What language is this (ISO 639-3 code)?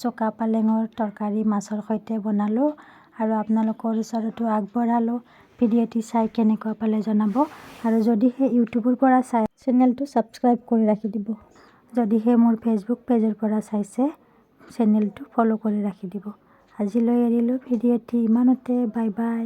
asm